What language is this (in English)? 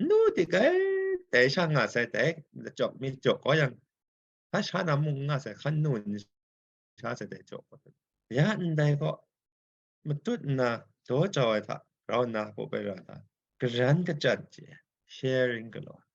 Kachin